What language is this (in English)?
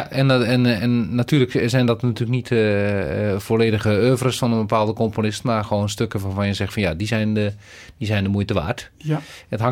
Dutch